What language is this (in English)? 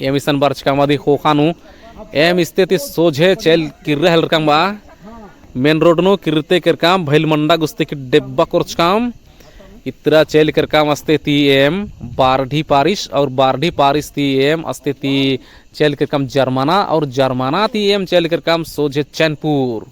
Kurukh